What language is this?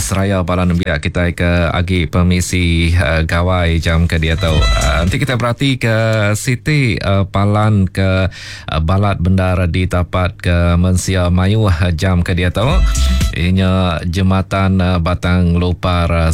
Iban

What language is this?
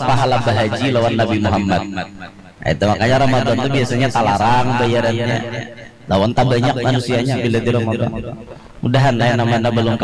Banjar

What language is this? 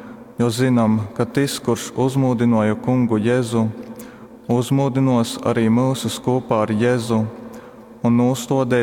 Latgalian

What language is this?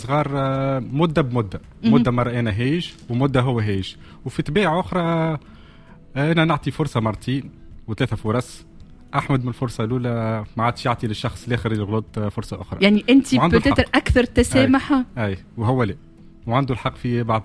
Tunisian Arabic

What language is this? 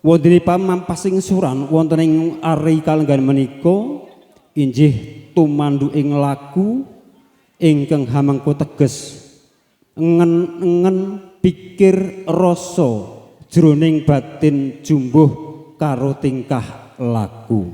Javanese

